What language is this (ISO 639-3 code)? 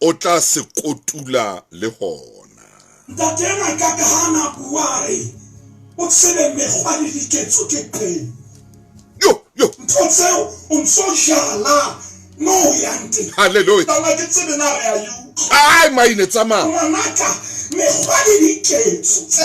sot